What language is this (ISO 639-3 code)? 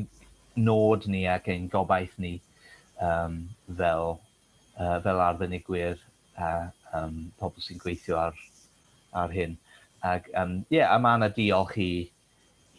cym